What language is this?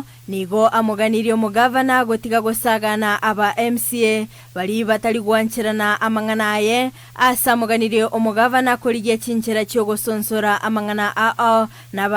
Gusii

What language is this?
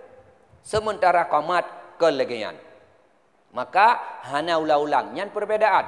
Achinese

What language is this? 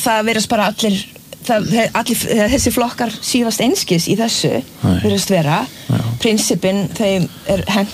Icelandic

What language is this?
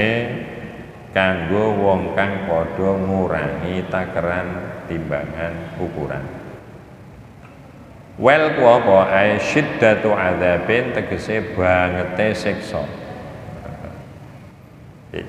Javanese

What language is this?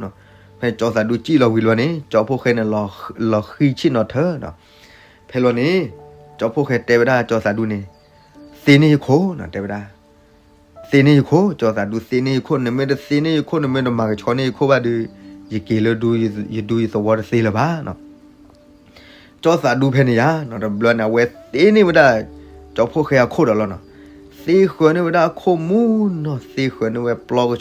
S'gaw Karen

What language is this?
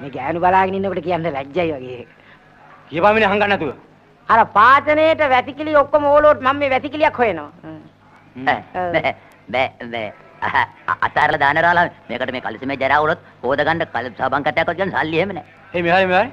Sinhala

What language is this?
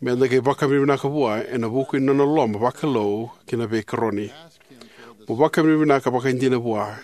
Fijian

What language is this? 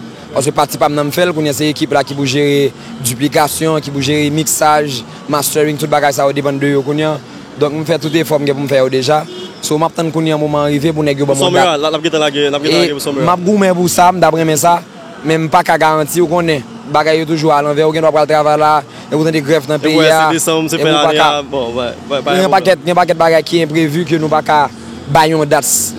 Haitian Creole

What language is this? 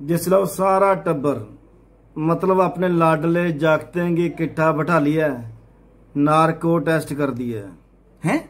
Dogri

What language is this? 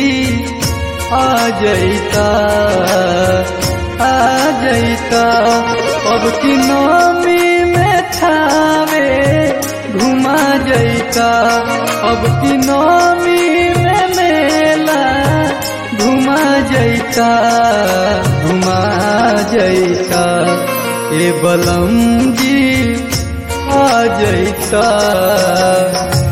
Bhojpuri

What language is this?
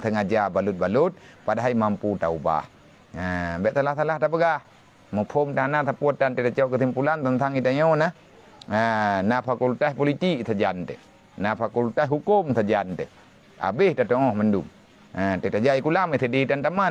Achinese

